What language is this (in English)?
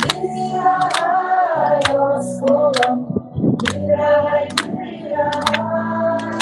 Yakut